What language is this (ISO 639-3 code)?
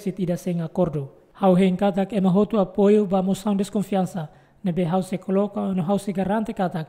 tet